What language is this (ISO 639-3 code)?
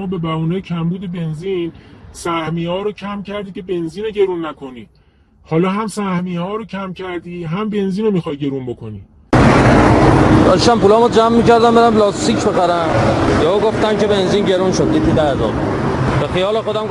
fas